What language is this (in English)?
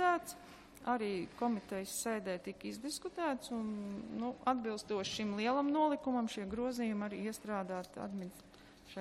Latvian